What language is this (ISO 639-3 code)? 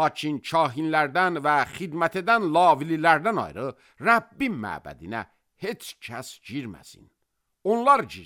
aze